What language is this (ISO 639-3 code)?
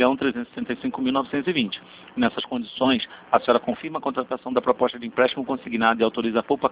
por